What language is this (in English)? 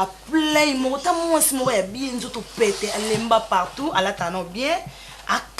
Lingala